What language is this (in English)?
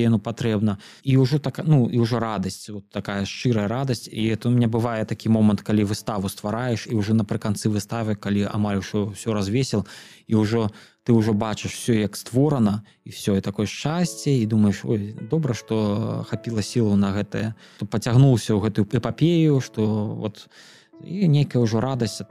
Belarusian